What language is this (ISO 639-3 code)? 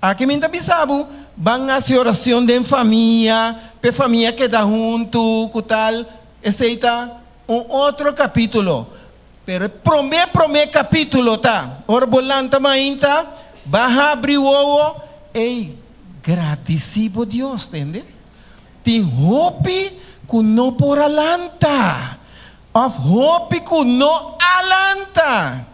pap